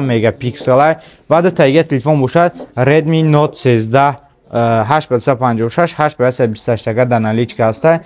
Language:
Tajik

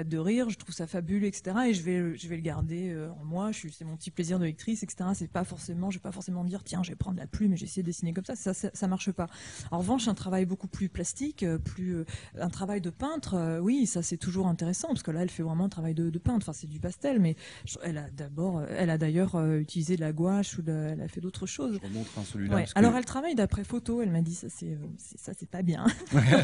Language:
French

